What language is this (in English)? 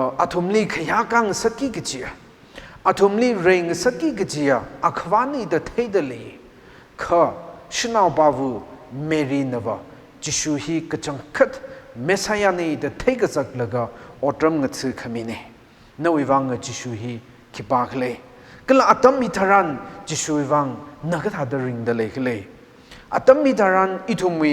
Tangkhul Naga (India)